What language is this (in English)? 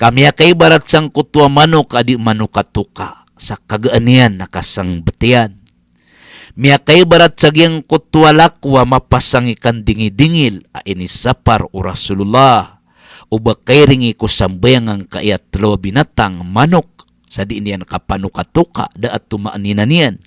Maranao